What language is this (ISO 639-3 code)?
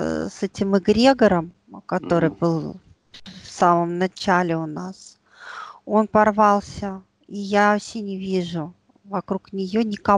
rus